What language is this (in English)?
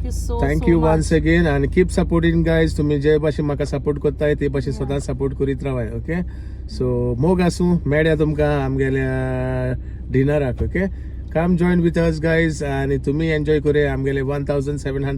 Konkani